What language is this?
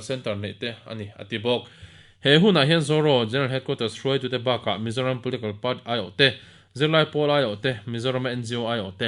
Mizo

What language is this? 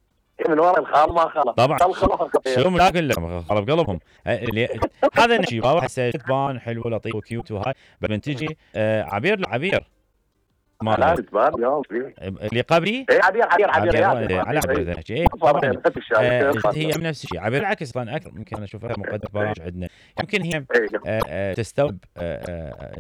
Mesopotamian Arabic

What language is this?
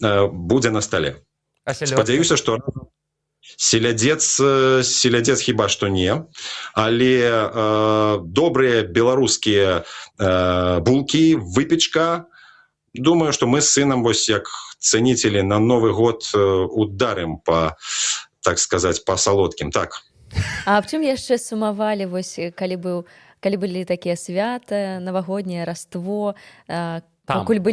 Belarusian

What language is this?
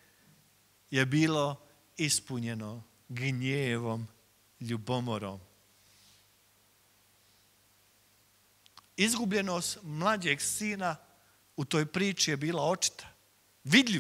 Croatian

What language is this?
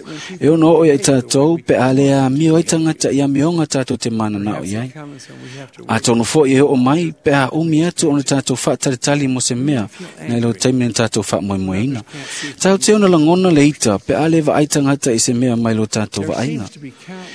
Samoan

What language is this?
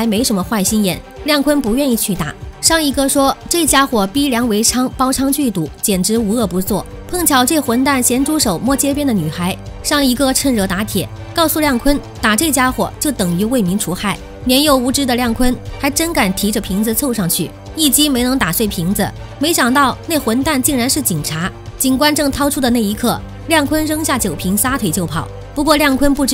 Chinese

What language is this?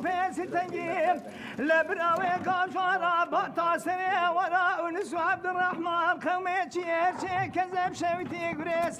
Kurdish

